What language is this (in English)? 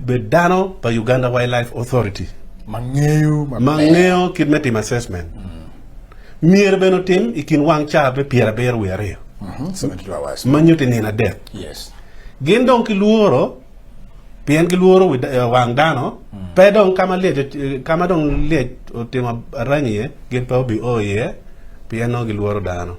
Acoli